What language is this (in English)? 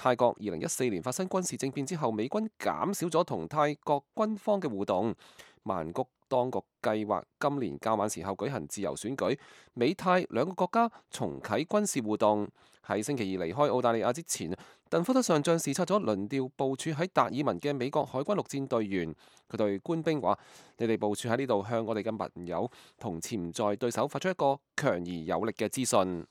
Cantonese